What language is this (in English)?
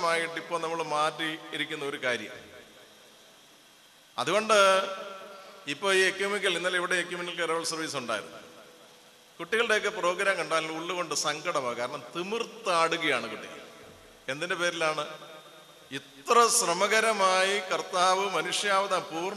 Malayalam